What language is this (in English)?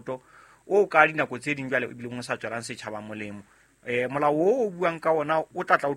Southern Sotho